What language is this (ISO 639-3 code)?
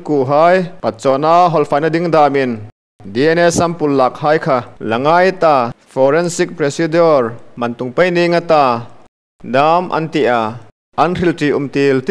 hmr